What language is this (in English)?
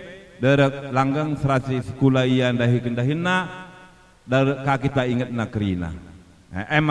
Batak Karo